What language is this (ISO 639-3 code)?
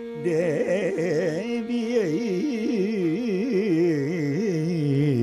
tam